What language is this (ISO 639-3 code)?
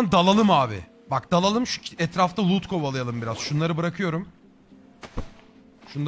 tur